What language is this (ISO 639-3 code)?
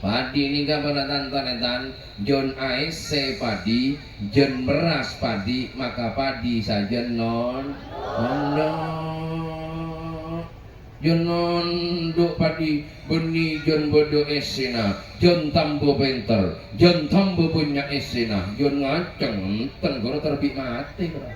mad